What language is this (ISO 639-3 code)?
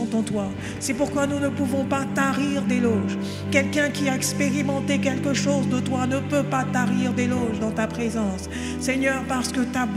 fra